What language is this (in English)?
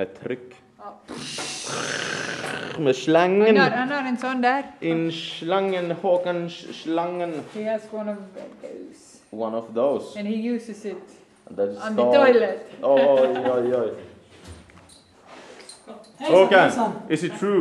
Swedish